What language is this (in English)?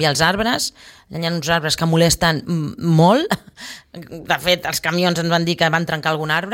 Catalan